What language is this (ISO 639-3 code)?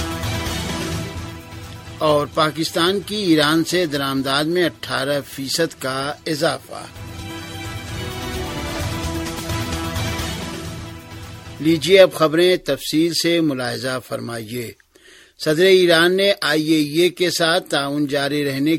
urd